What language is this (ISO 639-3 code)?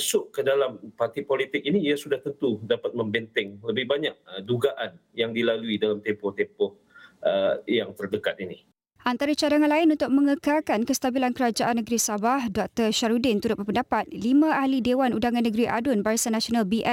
msa